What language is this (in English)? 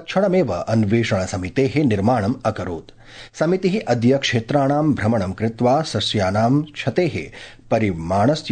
Sanskrit